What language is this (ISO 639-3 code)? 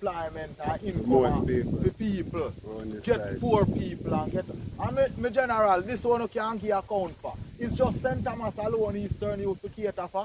jam